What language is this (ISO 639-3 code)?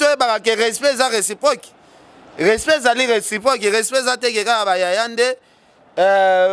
lin